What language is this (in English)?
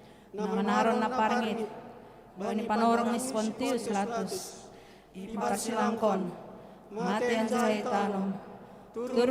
Batak Simalungun